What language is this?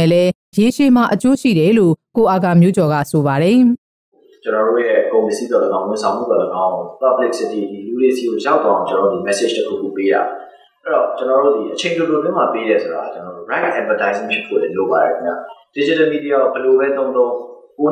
Burmese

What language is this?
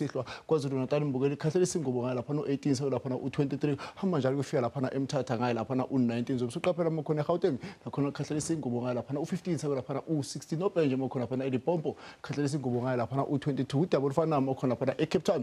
Zulu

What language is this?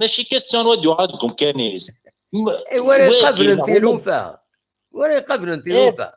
Kabyle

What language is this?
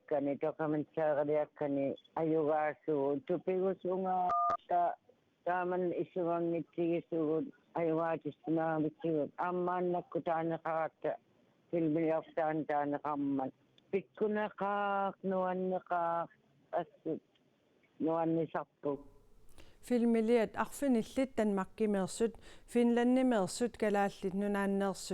Kalaallisut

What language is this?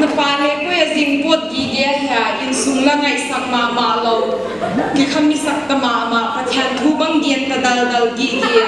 Paite Chin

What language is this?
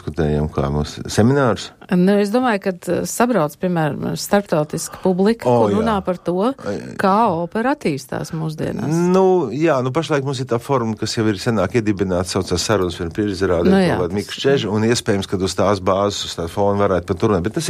Latvian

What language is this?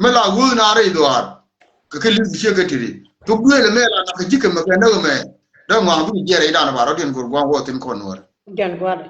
Nuer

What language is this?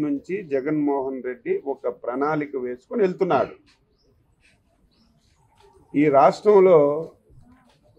Telugu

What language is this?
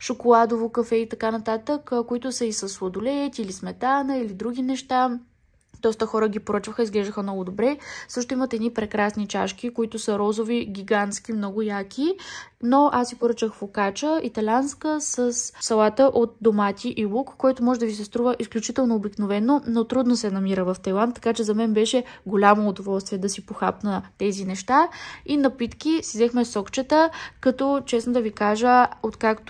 Bulgarian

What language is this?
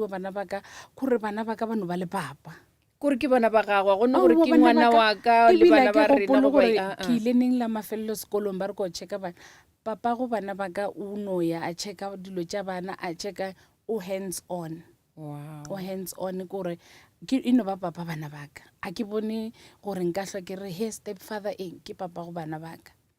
Northern Sotho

